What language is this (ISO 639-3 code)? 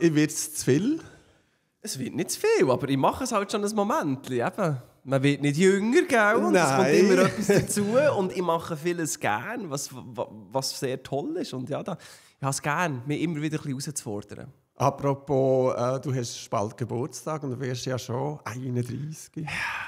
gsw